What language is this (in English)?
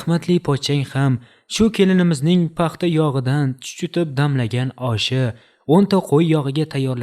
Uzbek